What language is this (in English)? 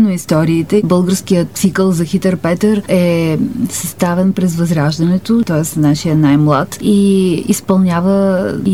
Bulgarian